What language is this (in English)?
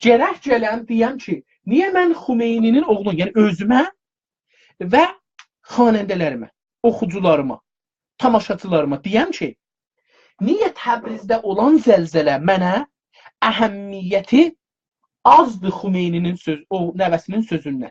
South Azerbaijani